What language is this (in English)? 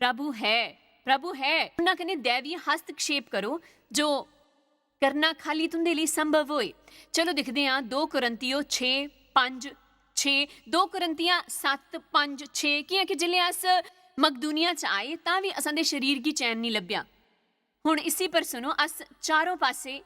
Dogri